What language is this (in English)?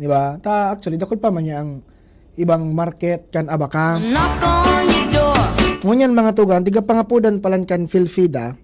Bikol